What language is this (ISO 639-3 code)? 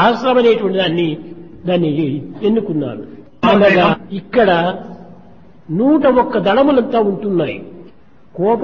tel